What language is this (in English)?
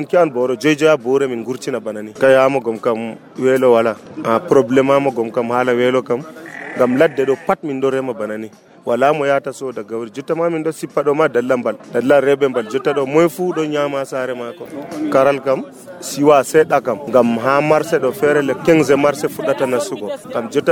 Nigerian Fulfulde